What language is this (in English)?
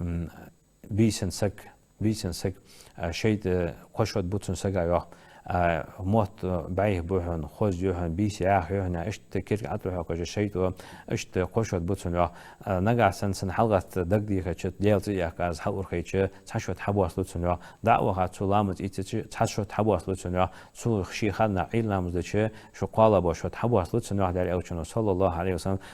Ingush